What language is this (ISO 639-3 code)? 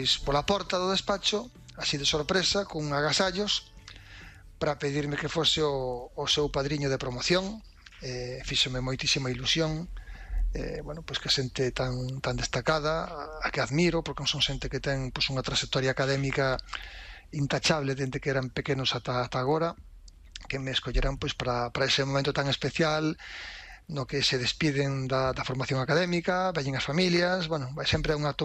glg